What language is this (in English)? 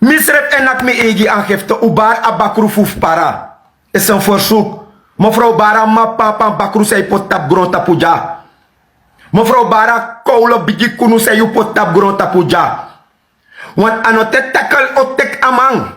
Sranan Tongo